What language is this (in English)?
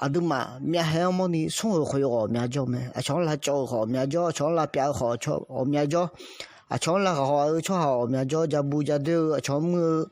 Akha